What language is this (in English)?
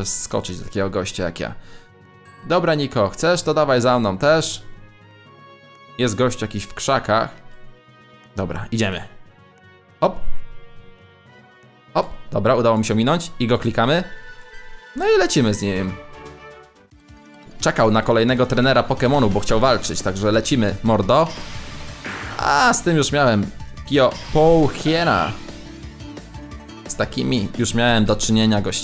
Polish